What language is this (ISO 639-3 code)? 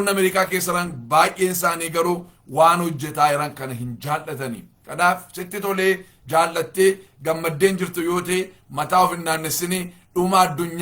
orm